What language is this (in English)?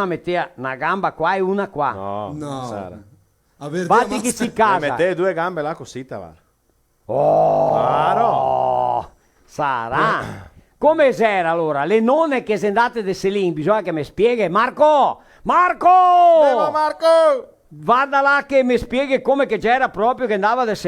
Venetian